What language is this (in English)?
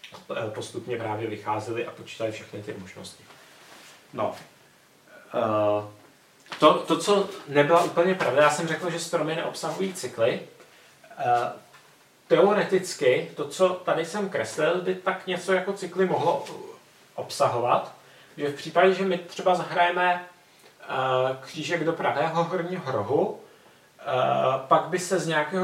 Czech